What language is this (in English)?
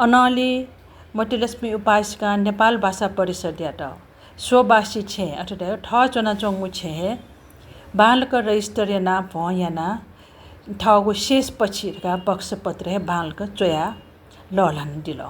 Newari